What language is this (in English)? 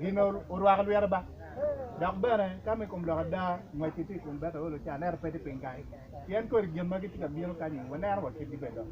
Acoli